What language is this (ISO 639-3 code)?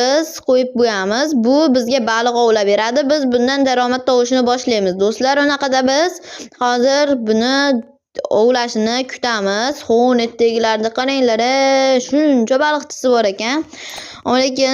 uzb